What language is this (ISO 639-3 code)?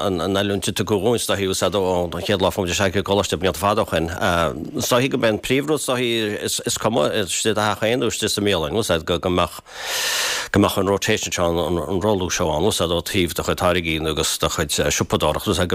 gle